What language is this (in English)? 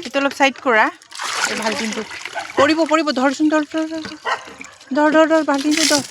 Assamese